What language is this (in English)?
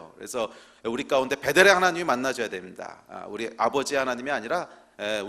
Korean